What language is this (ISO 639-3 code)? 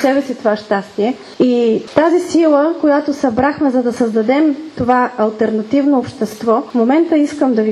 bul